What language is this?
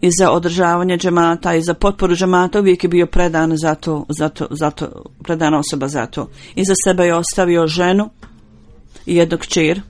Bosnian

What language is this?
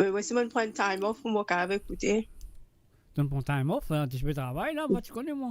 Morisyen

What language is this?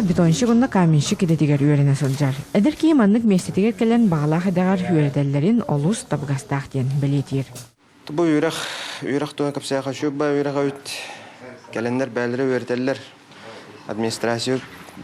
Yakut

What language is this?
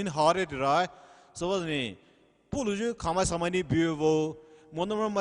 Poumei Naga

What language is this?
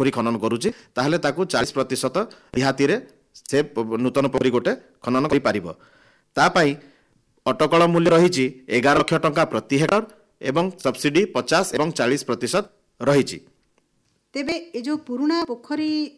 Odia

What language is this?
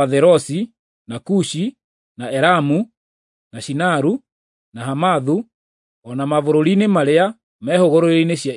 Kikuyu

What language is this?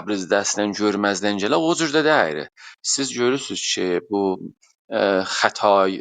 South Azerbaijani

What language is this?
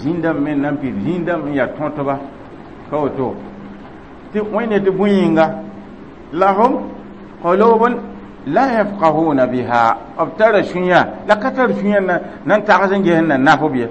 Mossi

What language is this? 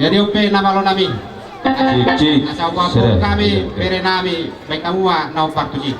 Batak Toba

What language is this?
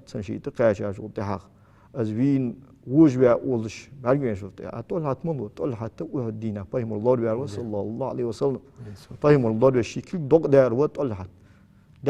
Ingush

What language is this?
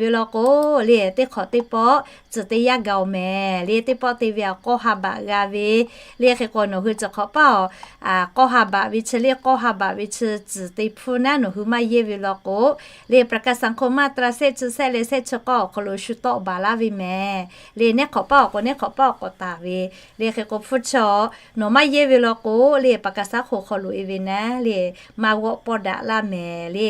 Lahu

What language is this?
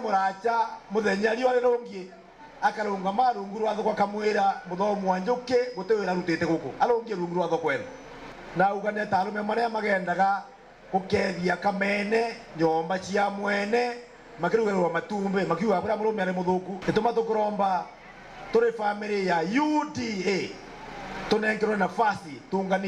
Meru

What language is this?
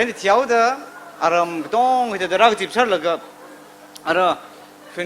Tangkhul Naga (India)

